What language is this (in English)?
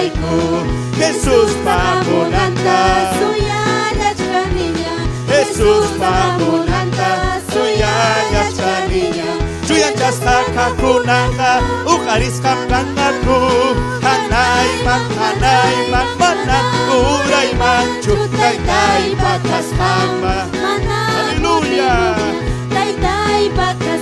Ayacucho Quechua